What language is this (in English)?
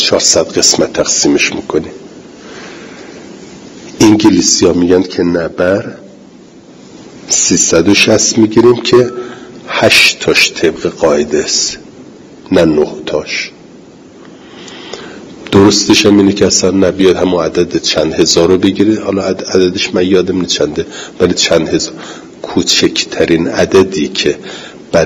Persian